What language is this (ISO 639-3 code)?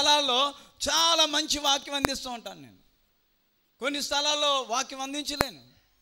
tel